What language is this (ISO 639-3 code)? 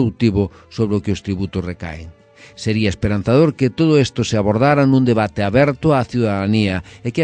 glg